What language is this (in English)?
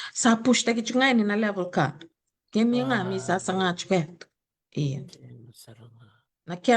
Fijian